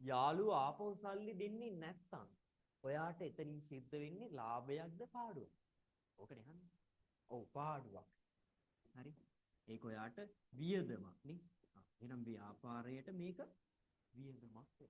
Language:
Sinhala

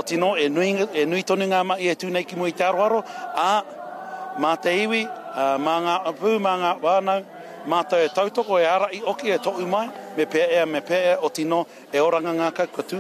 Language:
Māori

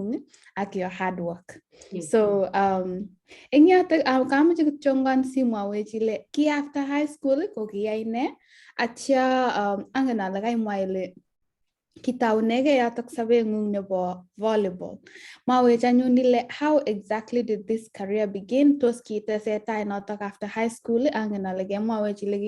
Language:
Kalenjin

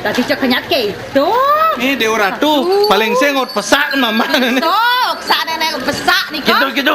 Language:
Balinese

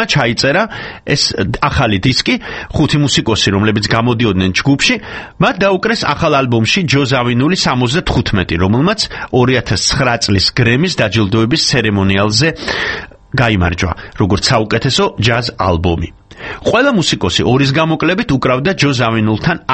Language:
Georgian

